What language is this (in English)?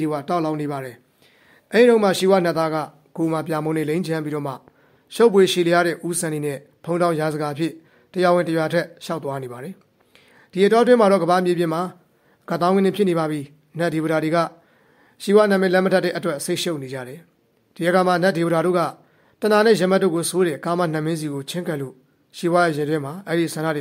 Burmese